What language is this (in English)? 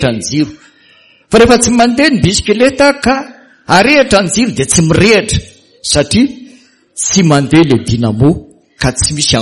Malagasy